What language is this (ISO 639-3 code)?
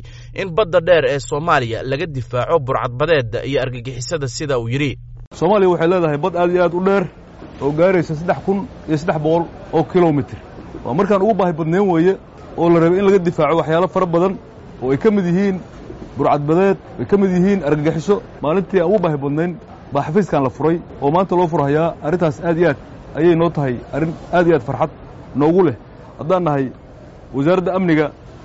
som